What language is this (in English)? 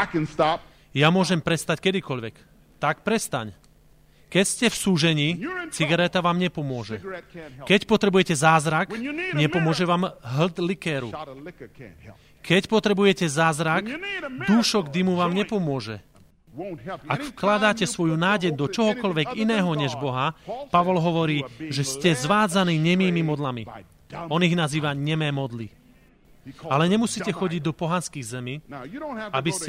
Slovak